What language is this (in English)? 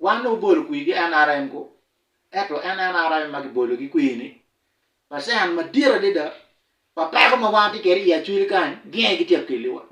Acoli